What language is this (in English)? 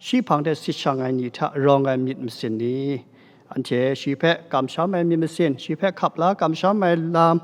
Kachin